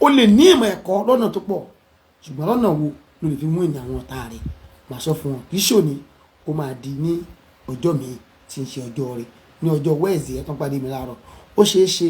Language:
Yoruba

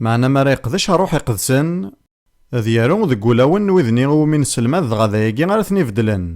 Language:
Kabyle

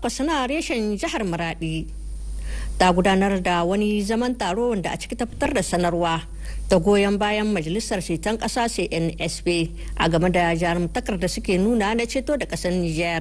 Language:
Hausa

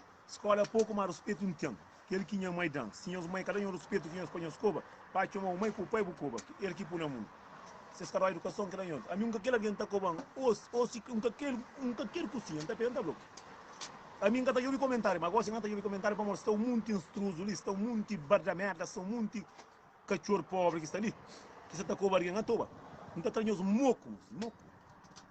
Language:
Kabuverdianu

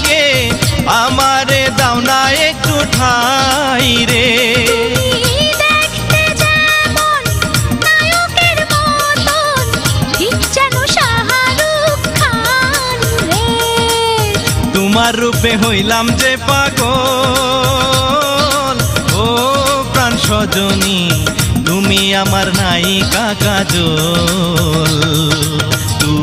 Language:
Bangla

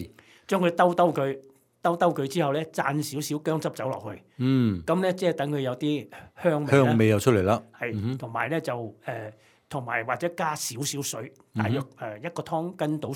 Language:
Cantonese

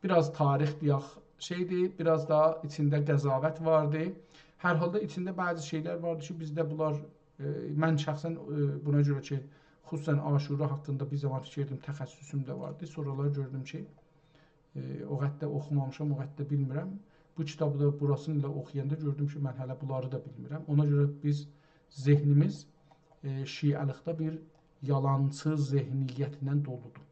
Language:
South Azerbaijani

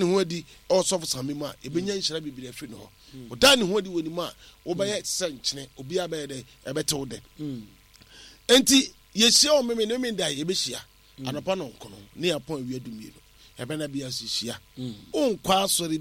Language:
Akan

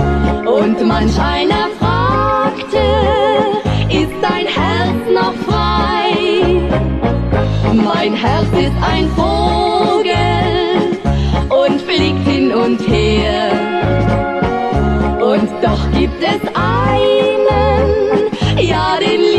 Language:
German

